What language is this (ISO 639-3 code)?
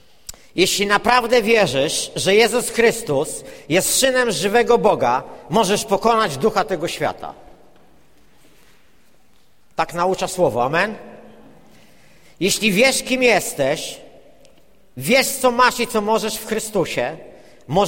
pol